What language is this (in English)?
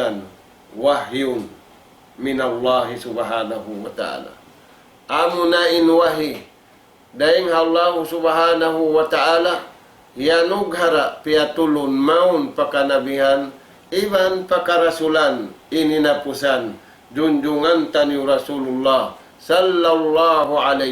Tausug